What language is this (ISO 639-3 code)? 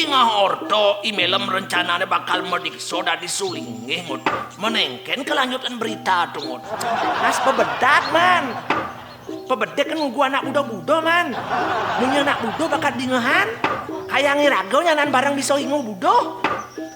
ban